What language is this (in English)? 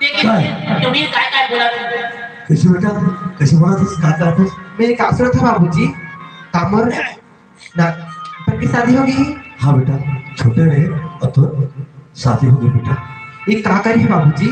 Chhattisgarhi